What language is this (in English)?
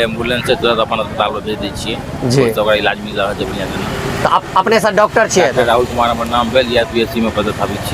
Maithili